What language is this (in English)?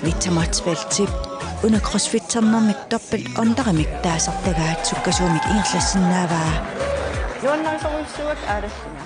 Kalaallisut